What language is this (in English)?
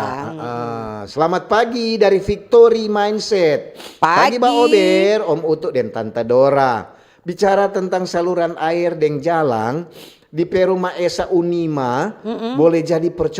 Manado Malay